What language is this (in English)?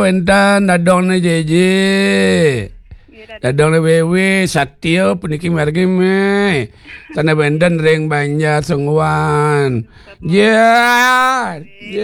Balinese